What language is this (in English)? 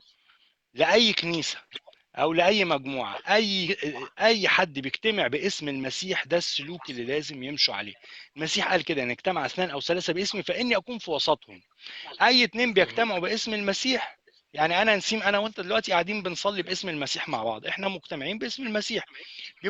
Egyptian Arabic